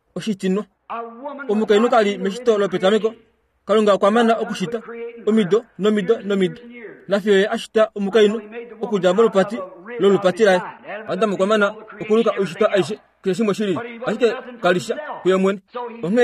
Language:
Kuanyama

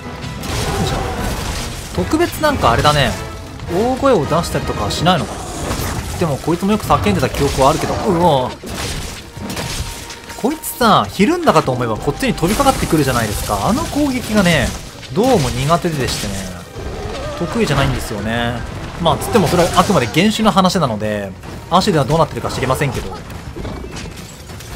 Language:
Japanese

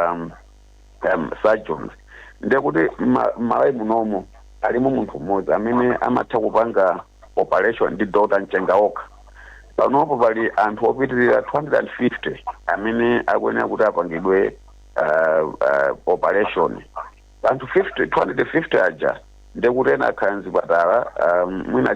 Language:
Nyanja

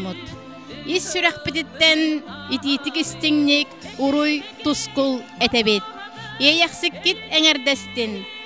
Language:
Yakut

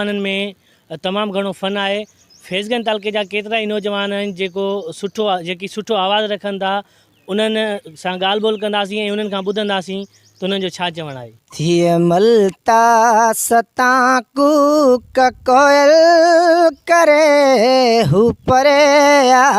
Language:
Sindhi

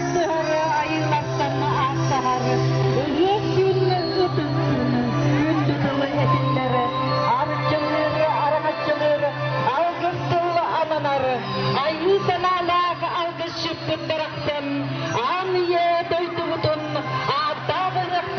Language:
Yakut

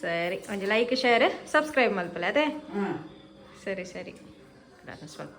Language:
Tulu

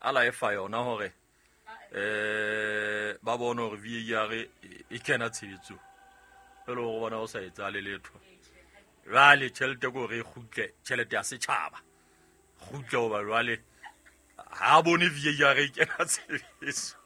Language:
Southern Sotho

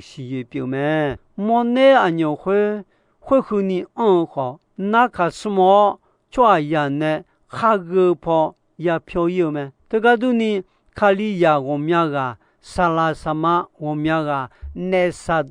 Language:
Akha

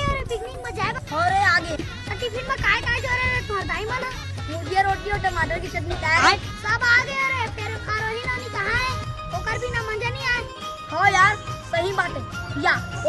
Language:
Chhattisgarhi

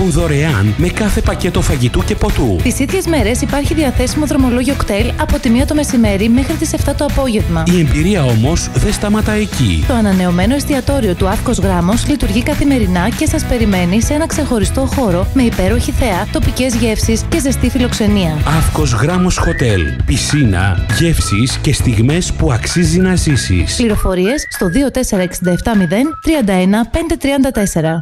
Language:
Greek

